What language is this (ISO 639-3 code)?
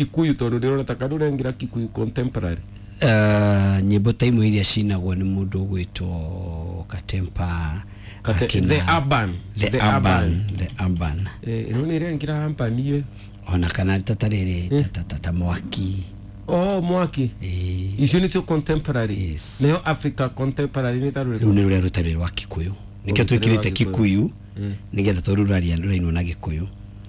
kik